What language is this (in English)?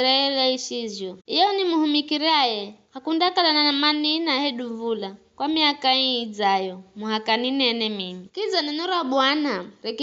Giryama